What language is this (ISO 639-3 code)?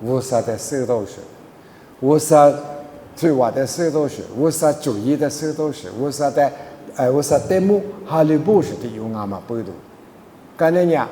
lis